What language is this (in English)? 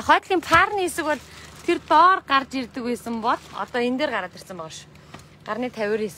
Mongolian